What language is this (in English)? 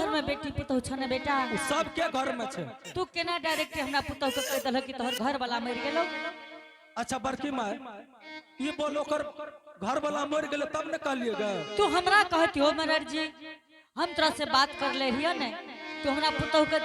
Angika